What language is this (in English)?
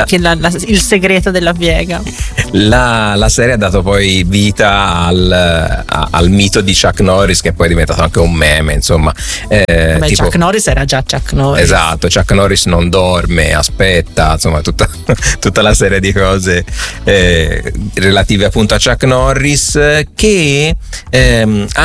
Italian